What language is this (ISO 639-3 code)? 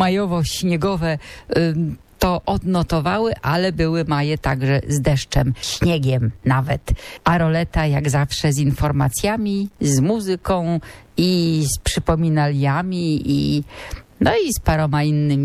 pol